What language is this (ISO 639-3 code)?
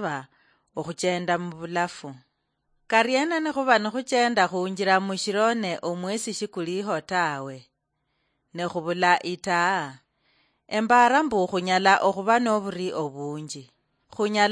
luy